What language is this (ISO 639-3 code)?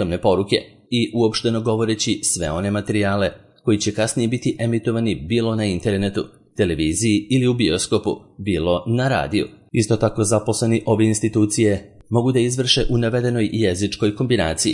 srp